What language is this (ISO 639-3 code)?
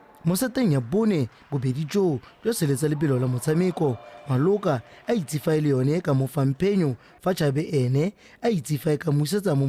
tsn